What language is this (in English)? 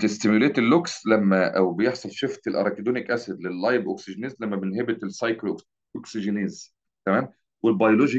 Egyptian Arabic